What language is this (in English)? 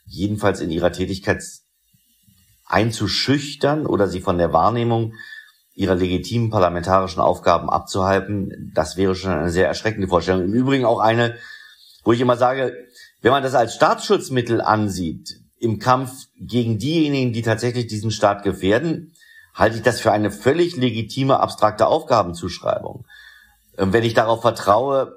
German